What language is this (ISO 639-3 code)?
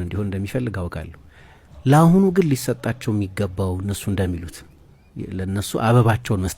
amh